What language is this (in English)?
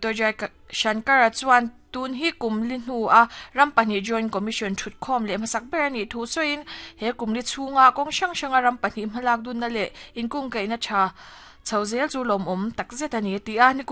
Mizo